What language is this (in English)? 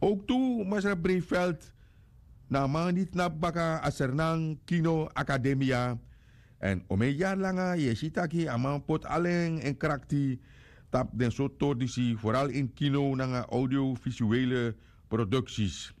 Sranan Tongo